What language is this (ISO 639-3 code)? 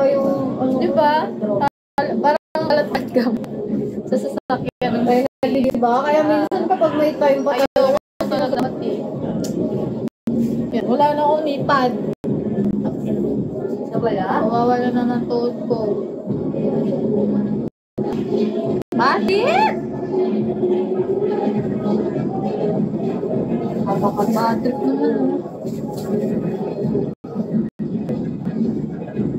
fil